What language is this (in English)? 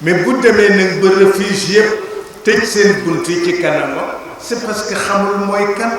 Wolof